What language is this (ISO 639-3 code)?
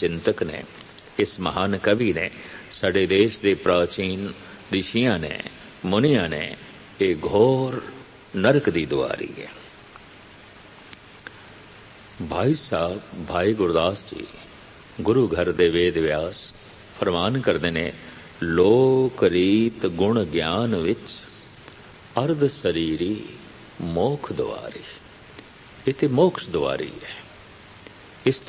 pan